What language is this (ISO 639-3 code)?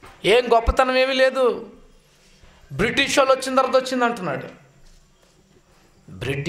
tel